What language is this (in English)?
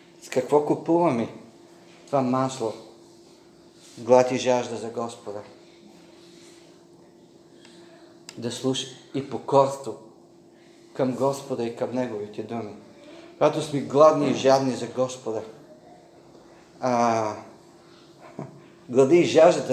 Bulgarian